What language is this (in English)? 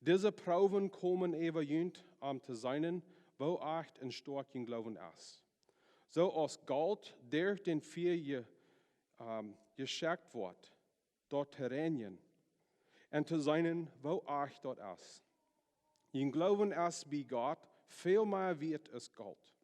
Plautdietsch